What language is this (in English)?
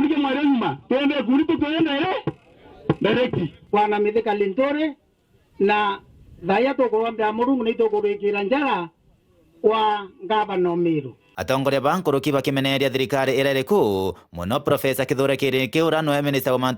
Meru